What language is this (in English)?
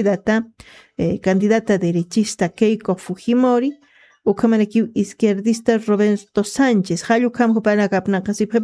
Aymara